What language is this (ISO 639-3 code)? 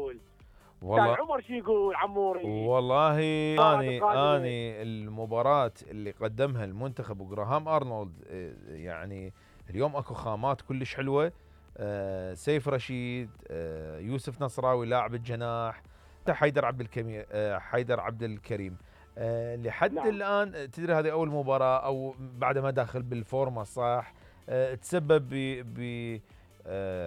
acm